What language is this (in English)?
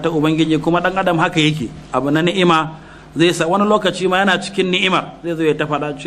Hausa